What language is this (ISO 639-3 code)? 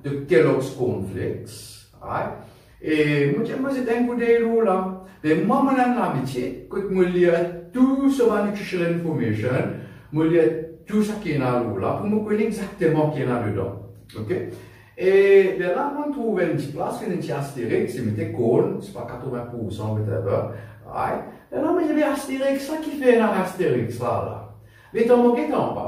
mfe